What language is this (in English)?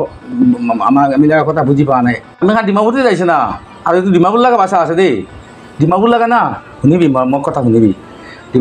Sylheti